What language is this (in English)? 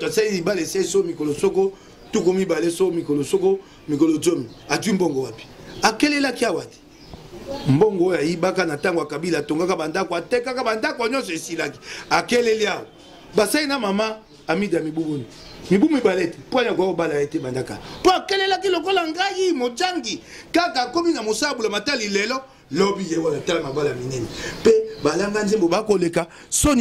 Lingala